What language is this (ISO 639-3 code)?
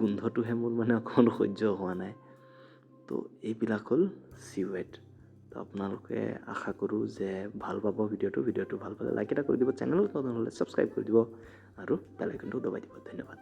asm